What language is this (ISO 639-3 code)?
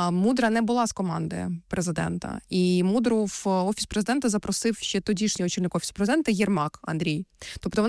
ukr